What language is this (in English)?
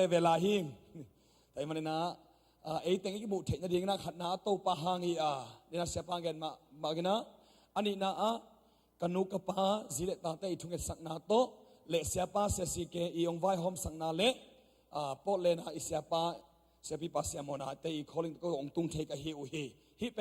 Tedim Chin